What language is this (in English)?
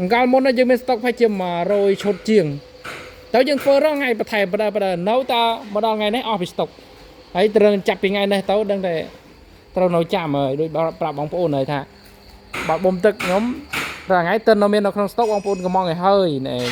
Khmer